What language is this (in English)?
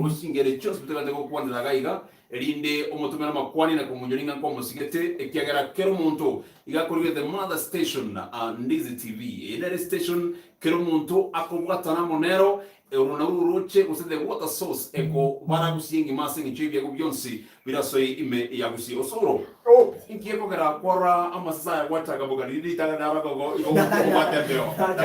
Gusii